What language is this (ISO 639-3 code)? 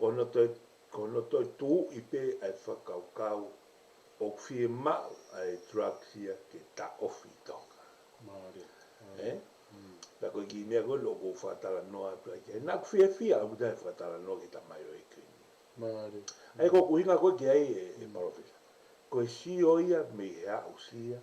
ton